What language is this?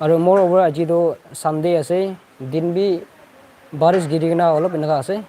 Naga Pidgin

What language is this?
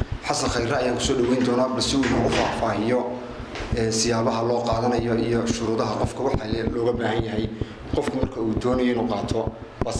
Somali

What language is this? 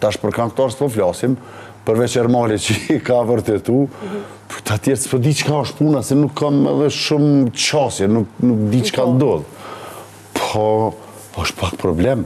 Albanian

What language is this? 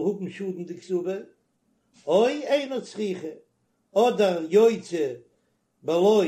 Yiddish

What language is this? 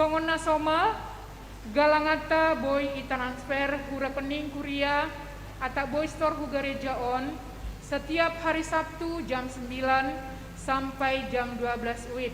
Batak Simalungun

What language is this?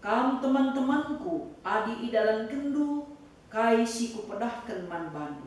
Batak Karo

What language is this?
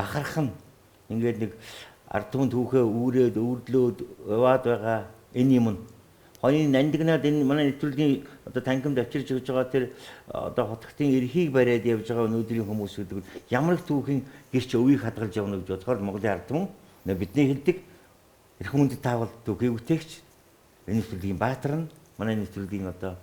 Mongolian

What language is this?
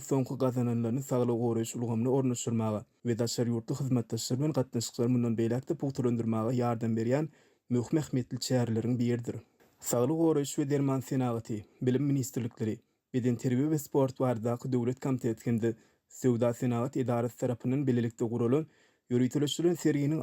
Turkmen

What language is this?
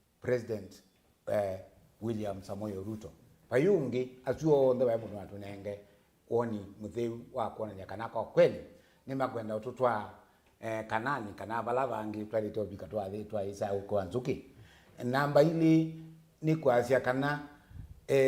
Kamba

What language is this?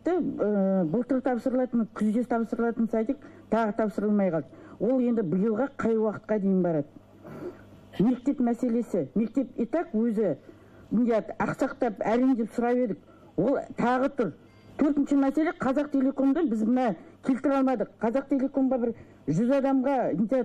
Kazakh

